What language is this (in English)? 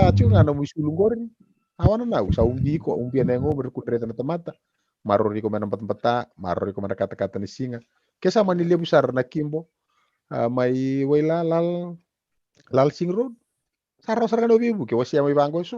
Fijian